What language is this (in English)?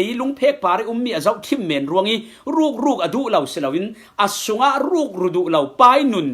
Falam Chin